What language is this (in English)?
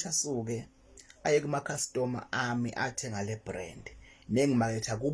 Zulu